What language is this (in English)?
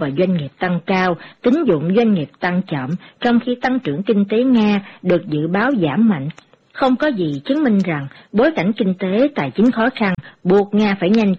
Vietnamese